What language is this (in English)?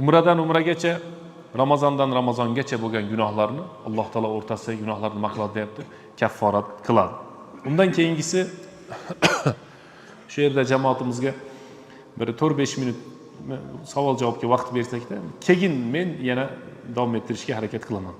Uzbek